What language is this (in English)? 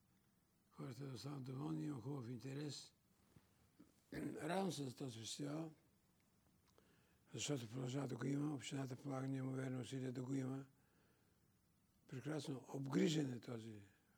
Bulgarian